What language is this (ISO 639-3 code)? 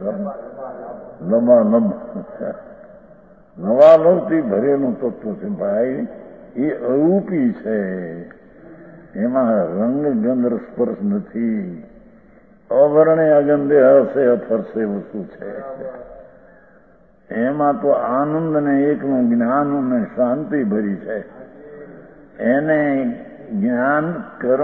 guj